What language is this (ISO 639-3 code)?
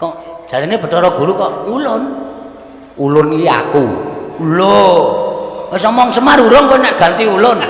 jav